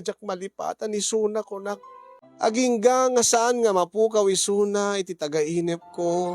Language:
Iloko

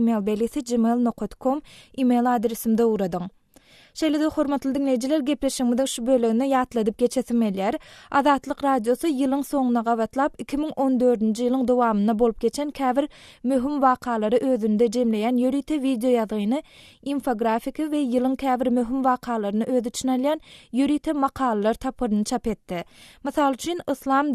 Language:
Turkmen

